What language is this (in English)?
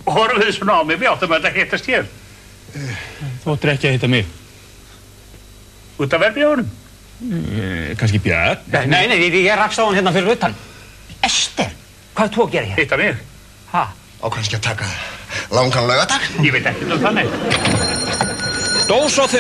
Icelandic